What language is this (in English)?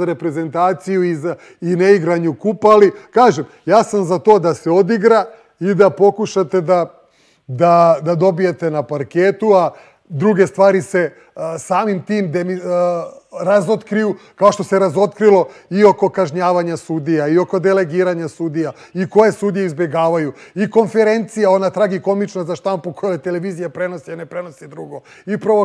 Serbian